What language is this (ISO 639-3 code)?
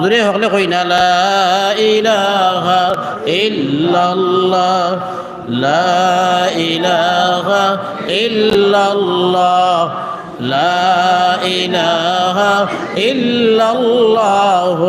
syl